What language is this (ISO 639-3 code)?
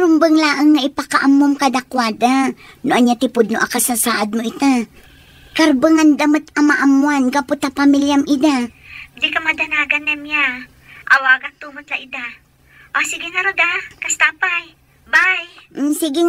ilo